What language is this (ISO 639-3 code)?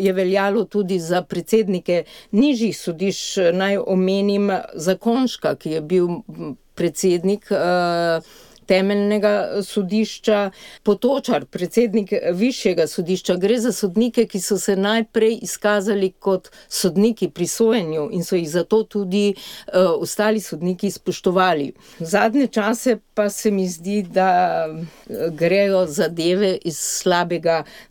slv